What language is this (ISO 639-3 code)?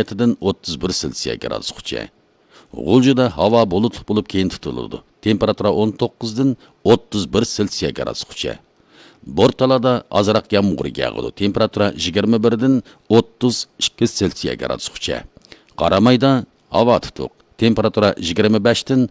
uig